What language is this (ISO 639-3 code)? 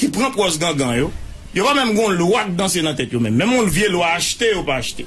hat